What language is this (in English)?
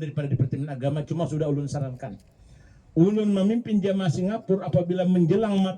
Banjar